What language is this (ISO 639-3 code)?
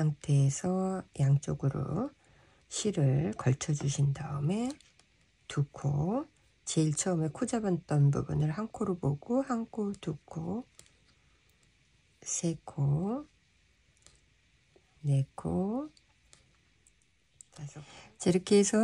kor